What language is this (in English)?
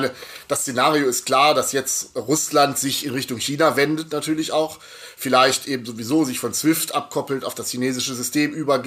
German